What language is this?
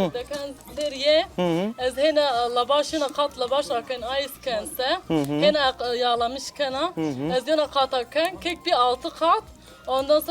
Zaza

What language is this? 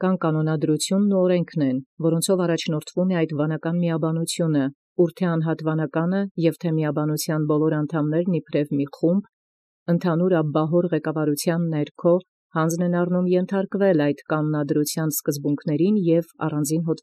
Armenian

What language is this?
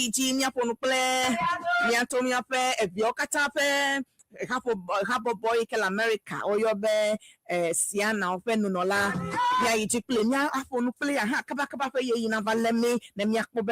Ewe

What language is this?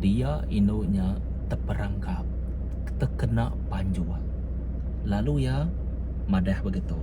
Iban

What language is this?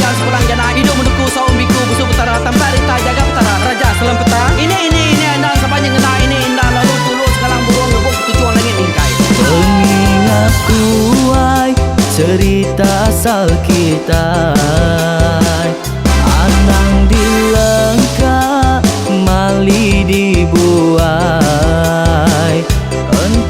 Iban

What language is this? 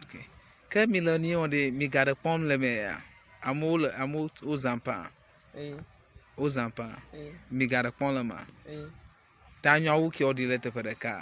Ewe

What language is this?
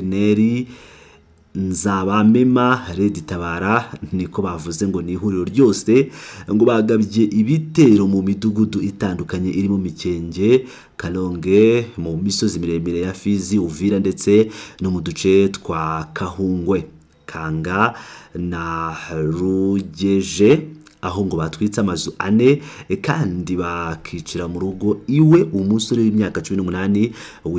Kinyarwanda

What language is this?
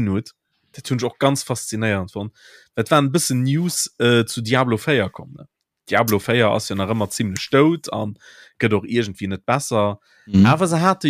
Luxembourgish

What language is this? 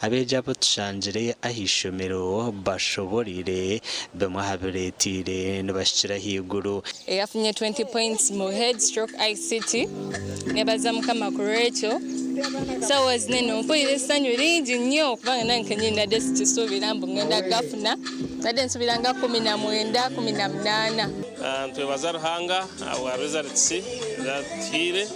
Nyankole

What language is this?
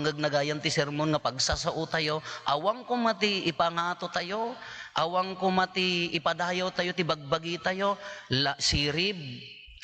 Iloko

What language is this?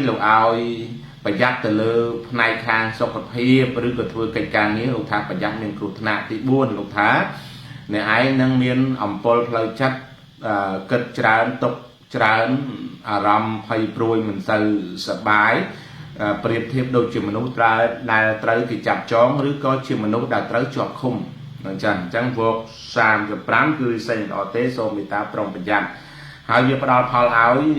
Khmer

